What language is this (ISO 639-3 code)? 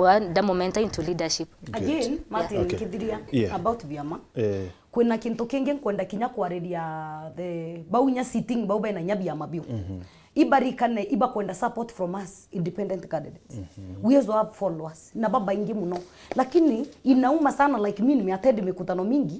mer